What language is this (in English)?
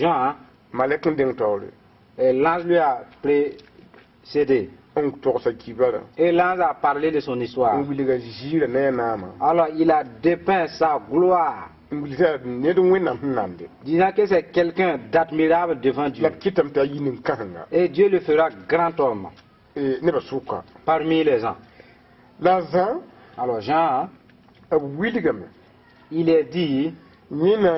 Mossi